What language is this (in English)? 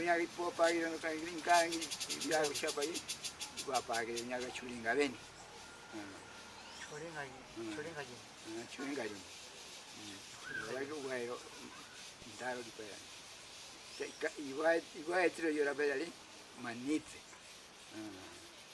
Ashéninka Perené